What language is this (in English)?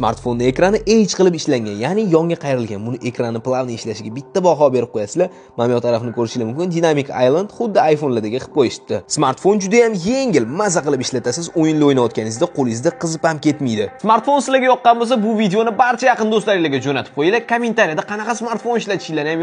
Uzbek